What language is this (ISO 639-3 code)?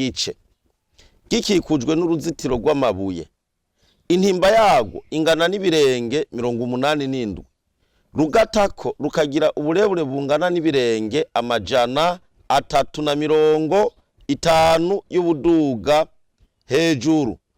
run